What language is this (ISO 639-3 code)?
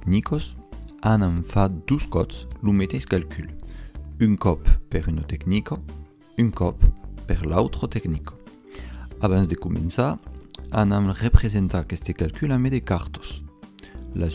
oci